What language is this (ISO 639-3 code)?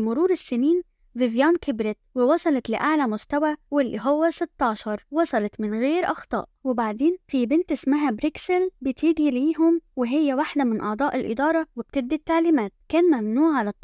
arz